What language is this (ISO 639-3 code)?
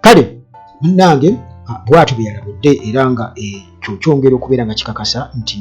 lug